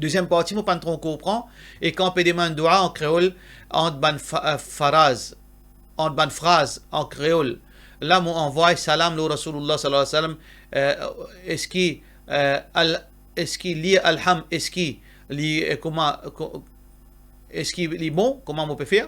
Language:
Morisyen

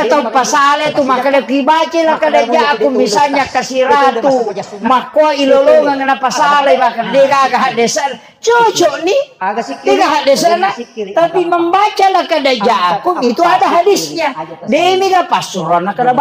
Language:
Buginese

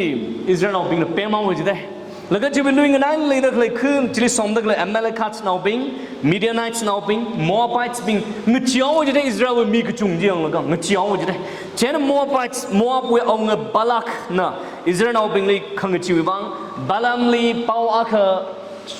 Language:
Tangkhul Naga (India)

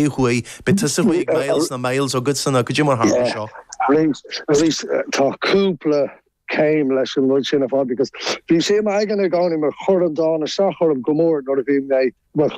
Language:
Irish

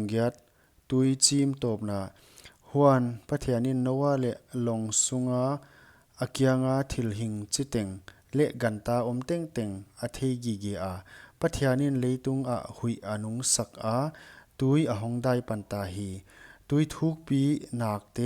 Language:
Paite Chin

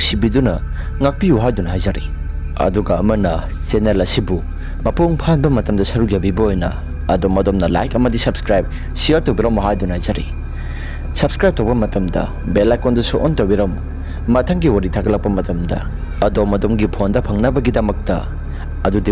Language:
Manipuri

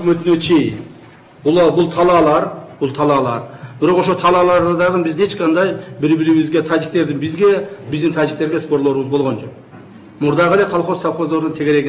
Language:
Kyrgyz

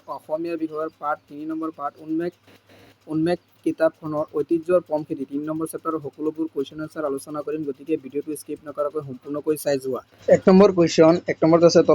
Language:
Assamese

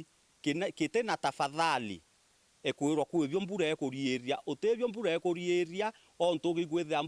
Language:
Meru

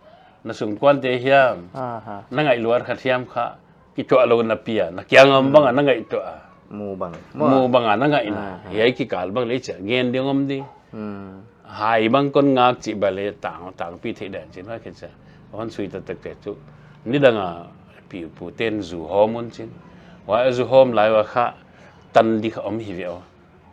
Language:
Paite Chin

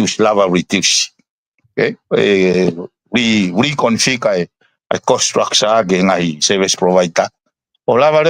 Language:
Tongan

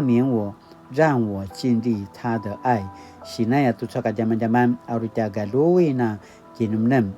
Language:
Paiwan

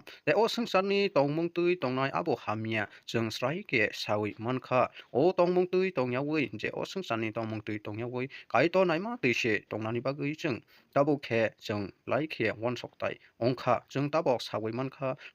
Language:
Kok Borok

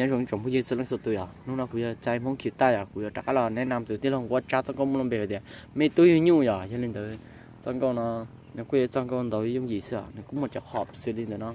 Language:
Hmong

